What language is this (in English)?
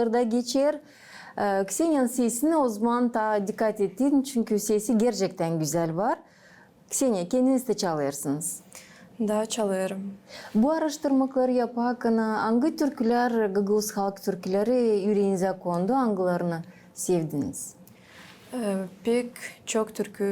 Gagauz